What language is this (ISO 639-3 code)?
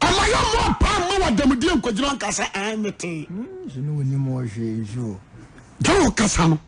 aka